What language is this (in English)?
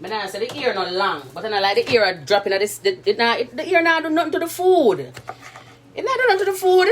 Jamaican Creole English